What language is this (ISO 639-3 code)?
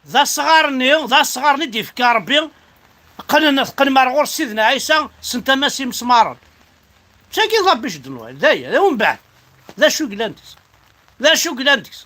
kab